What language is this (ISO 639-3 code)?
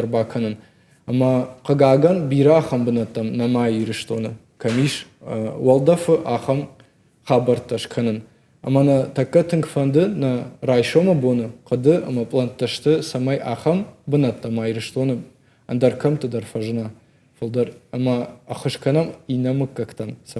oss